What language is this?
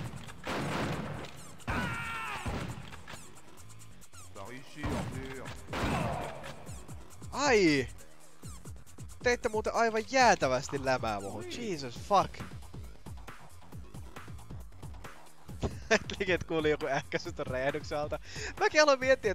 Finnish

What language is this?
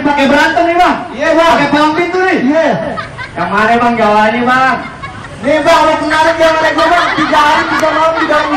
Betawi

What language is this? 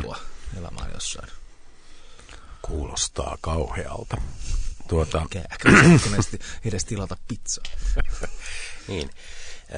Finnish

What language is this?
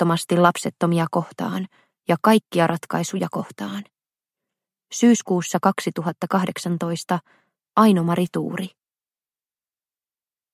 Finnish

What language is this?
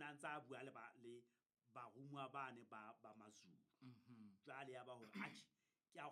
Southern Sotho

